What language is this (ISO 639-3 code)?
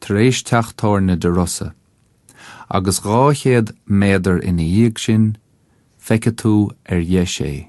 gle